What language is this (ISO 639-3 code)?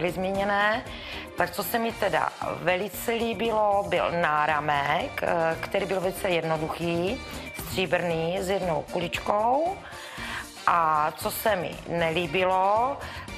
ces